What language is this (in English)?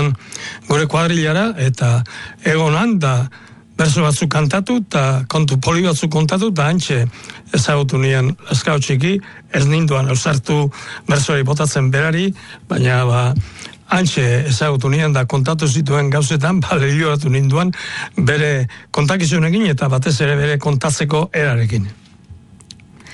Basque